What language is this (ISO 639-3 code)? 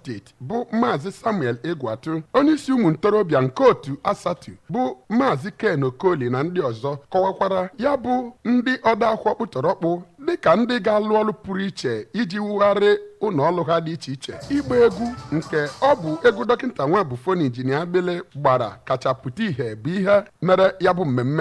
ibo